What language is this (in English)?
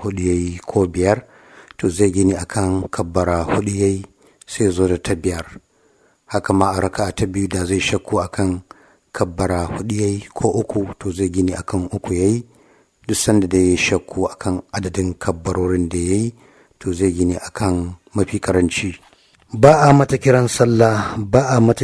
Hausa